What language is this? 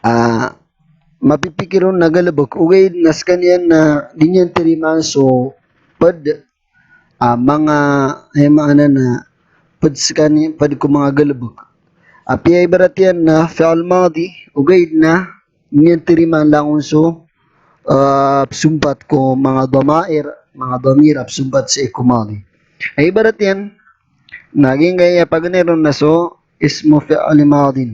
Maranao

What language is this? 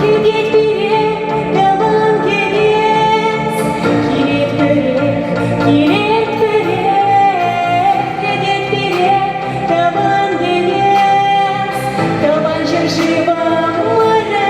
Chuvash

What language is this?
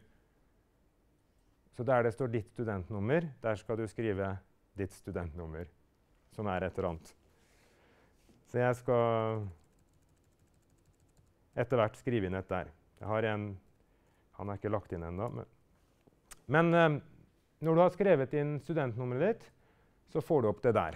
Norwegian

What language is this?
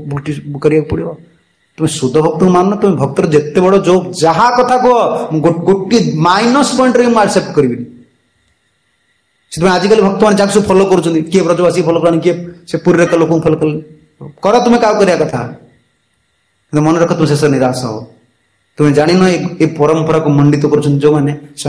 Odia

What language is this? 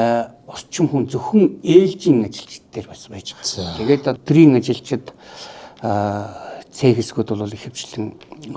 Mongolian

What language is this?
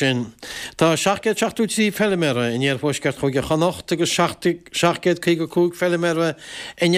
Irish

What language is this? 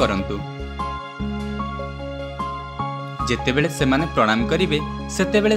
Odia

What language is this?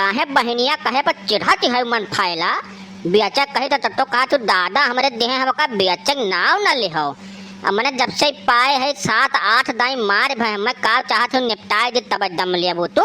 Awadhi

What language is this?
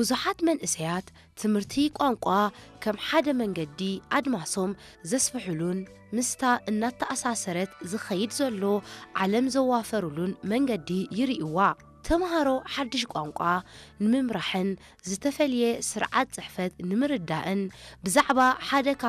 Tigrinya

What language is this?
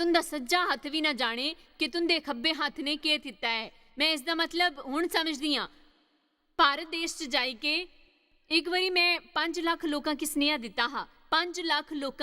Dogri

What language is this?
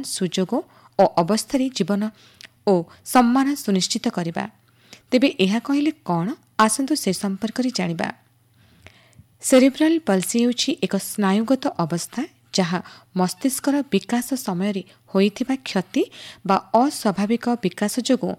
Odia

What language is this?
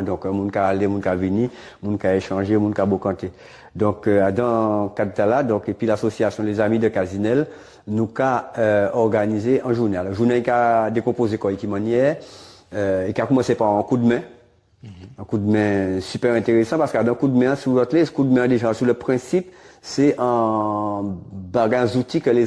Guadeloupean Creole French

